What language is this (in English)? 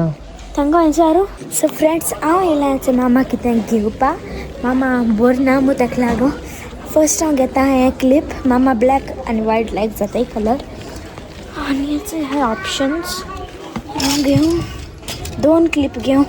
Konkani